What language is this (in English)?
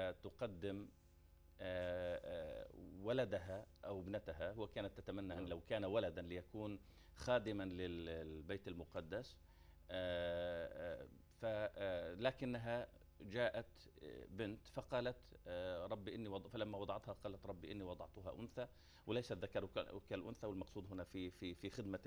Arabic